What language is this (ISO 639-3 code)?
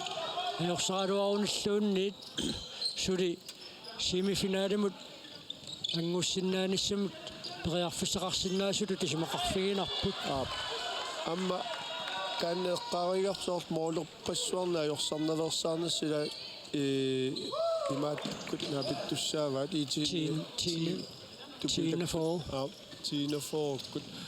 kal